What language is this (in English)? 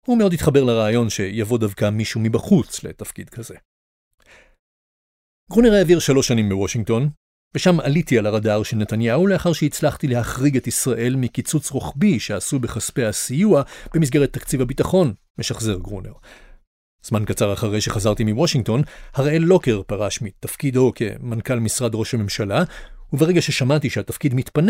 Hebrew